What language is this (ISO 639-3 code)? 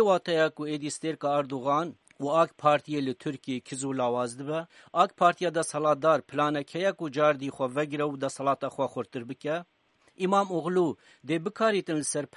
kur